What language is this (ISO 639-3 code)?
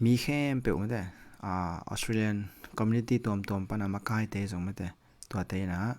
ctd